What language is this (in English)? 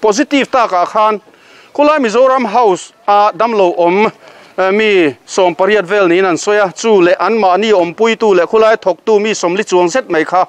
Mizo